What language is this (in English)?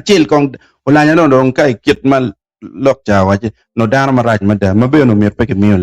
Acoli